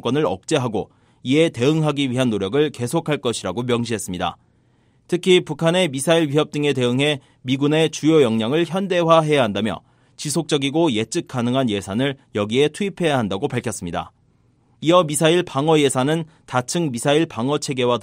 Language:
Korean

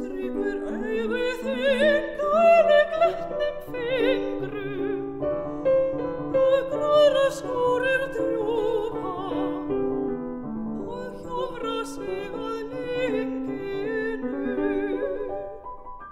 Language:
Icelandic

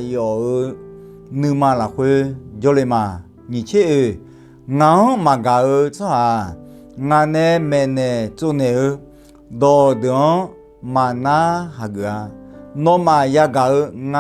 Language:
Akha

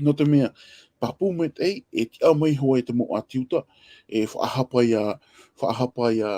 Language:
Tahitian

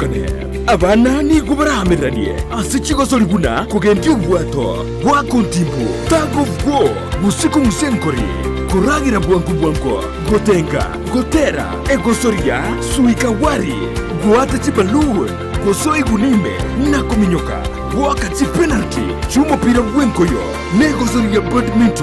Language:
Gusii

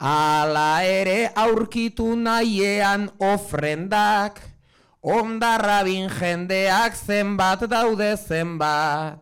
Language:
Basque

